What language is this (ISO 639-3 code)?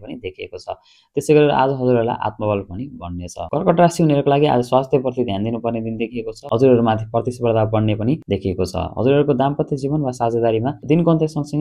nep